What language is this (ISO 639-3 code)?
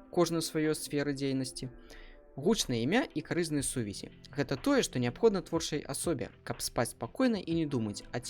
bel